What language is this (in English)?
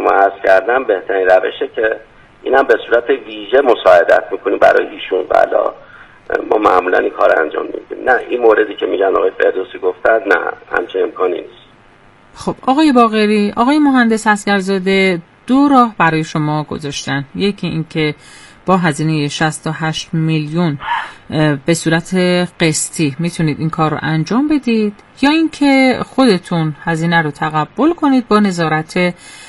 Persian